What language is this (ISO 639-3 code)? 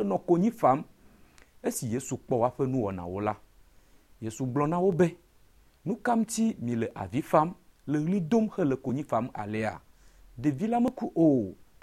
ewe